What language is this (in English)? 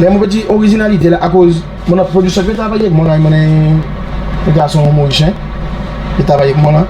Seselwa Creole French